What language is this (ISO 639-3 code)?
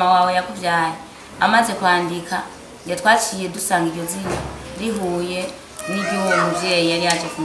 run